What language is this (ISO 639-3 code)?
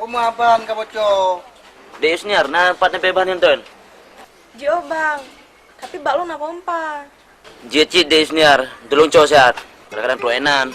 ace